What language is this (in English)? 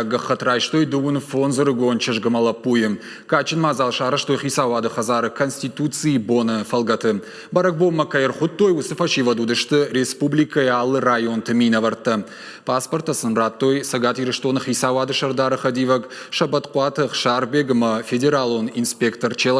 Ossetic